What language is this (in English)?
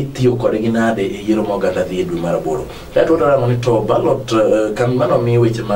Luo (Kenya and Tanzania)